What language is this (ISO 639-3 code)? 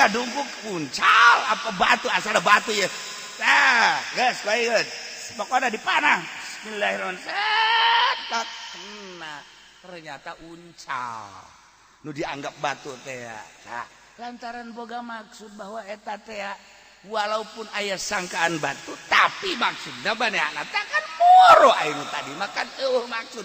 sun